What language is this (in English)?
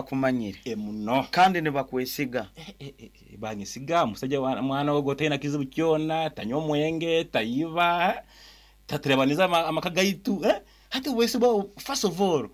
Nyoro